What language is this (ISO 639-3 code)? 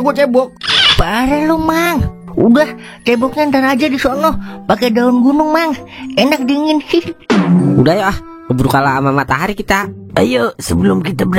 bew